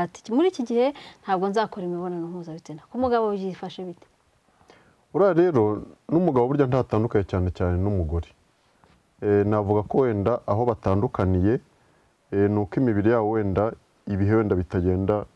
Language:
Kinyarwanda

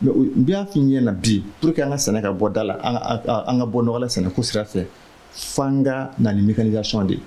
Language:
Bambara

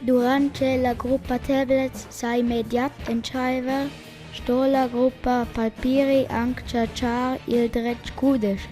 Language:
Romansh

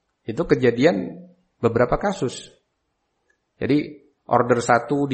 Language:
Indonesian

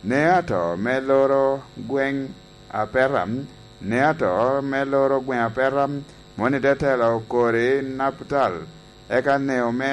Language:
Lango (Uganda)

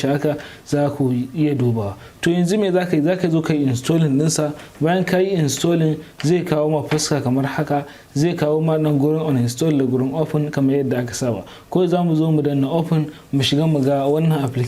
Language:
Hausa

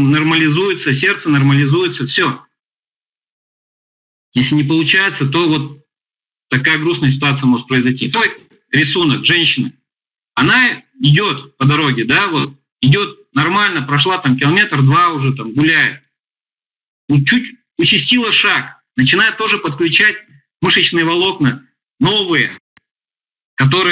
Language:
Russian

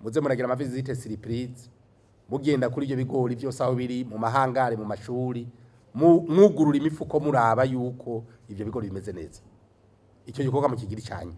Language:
Rundi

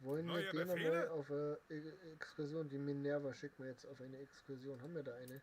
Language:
Bavarian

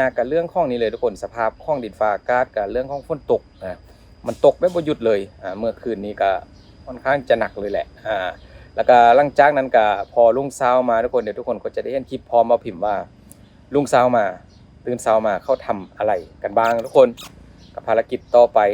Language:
Lao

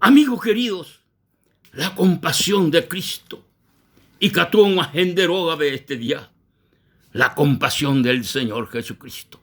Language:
Guarani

